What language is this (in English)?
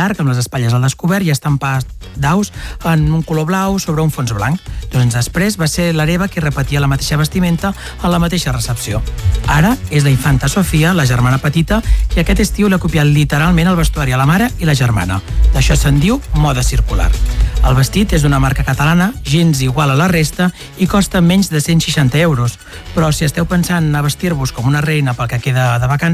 Catalan